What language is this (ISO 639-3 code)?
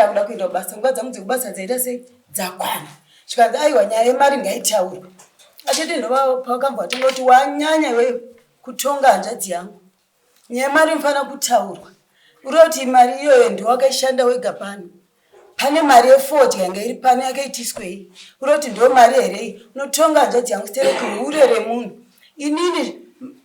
sna